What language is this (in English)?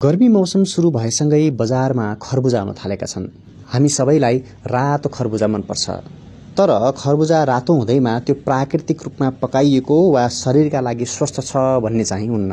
Nepali